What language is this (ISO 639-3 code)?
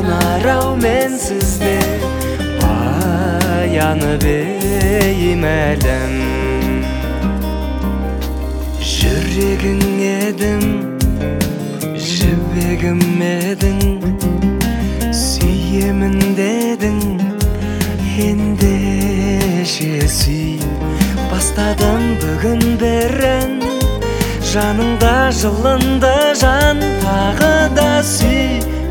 kaz